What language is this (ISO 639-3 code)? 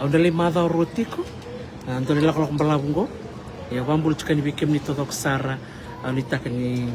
fij